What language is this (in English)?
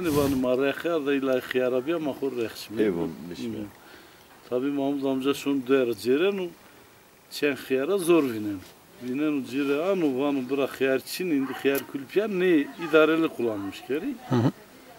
Zaza